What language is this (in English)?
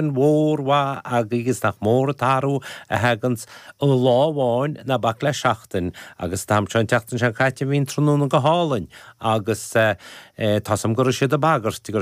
Irish